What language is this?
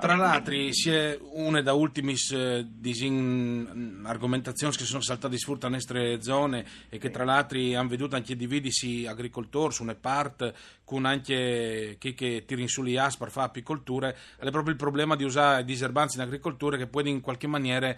Friulian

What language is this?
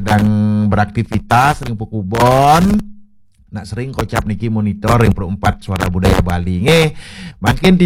Balinese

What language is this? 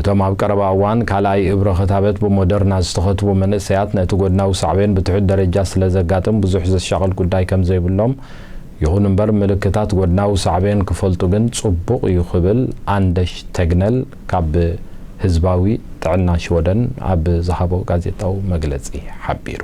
Tigrinya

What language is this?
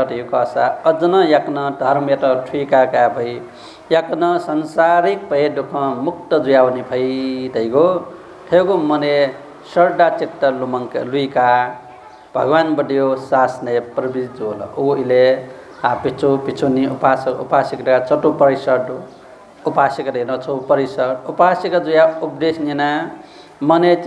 Newari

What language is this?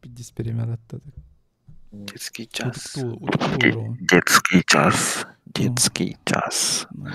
Yakut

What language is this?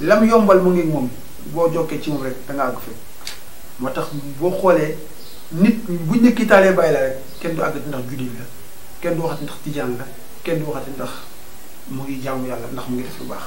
Wolof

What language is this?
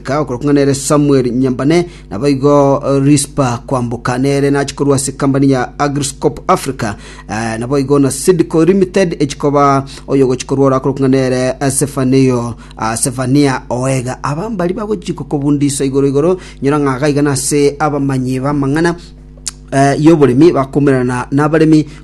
Gusii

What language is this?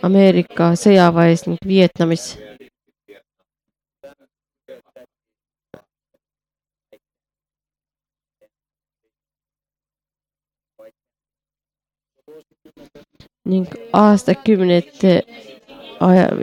Estonian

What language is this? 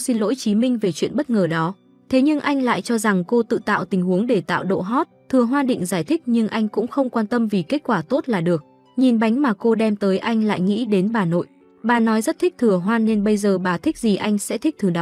Vietnamese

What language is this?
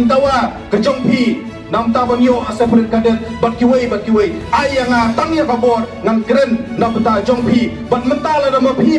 Khasi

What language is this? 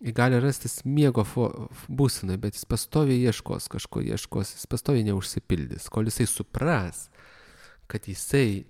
Lithuanian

